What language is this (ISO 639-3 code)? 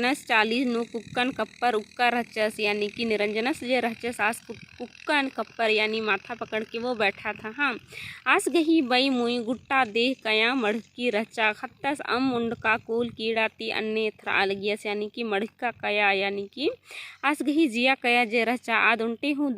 kru